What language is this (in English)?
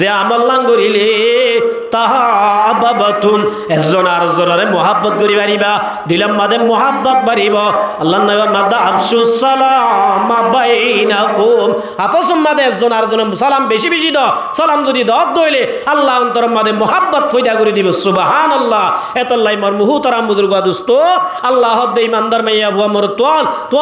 Rohingya